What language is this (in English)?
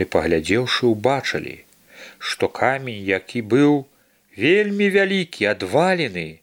Belarusian